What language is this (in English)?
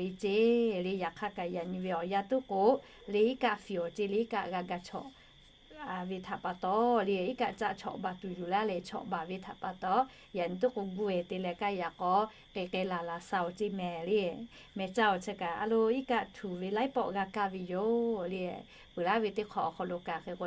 Lahu